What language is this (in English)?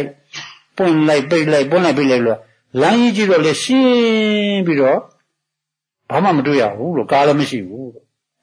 Burmese